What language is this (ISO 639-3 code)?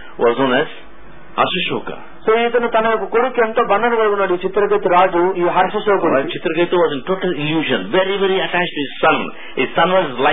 tel